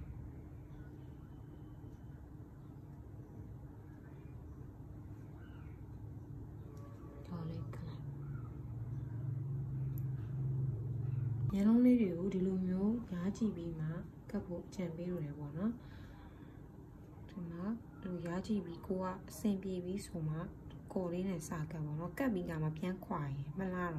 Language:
Burmese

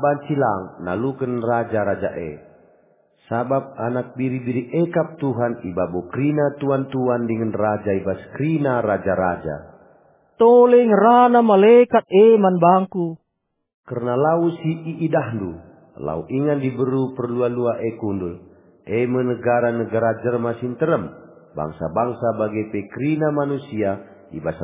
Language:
Batak Karo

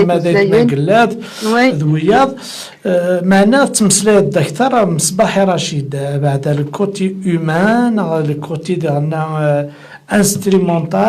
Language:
Kabyle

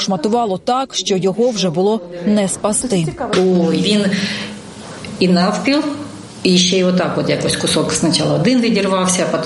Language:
Ukrainian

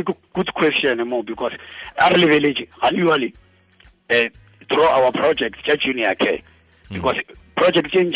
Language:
Tswana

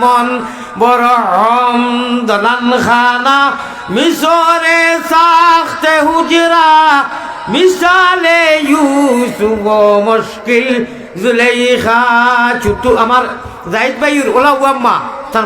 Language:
Sylheti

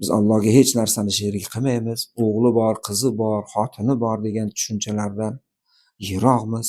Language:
Uzbek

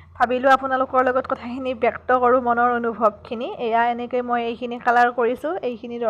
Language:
Assamese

